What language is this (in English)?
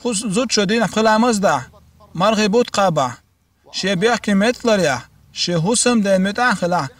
Chechen